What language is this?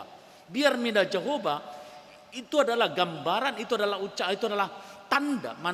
Batak Toba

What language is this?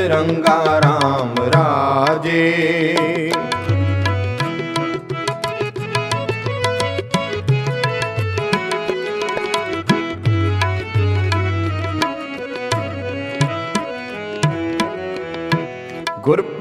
Punjabi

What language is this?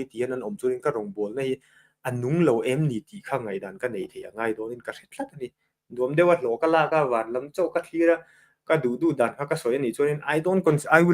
Mizo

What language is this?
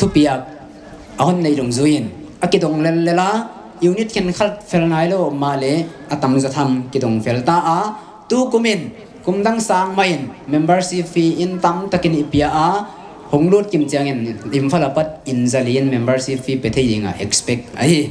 Paite Chin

